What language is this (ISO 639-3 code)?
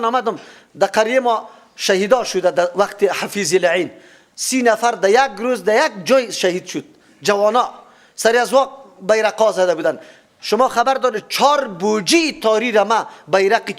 fas